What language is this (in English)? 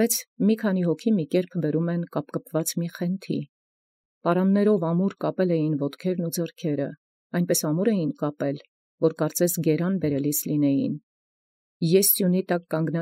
Armenian